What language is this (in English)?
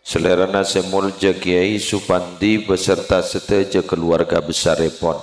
Madurese